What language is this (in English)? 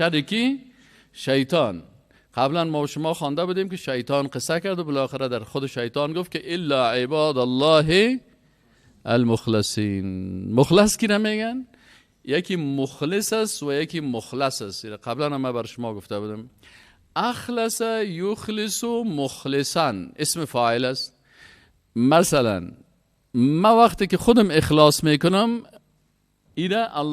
Persian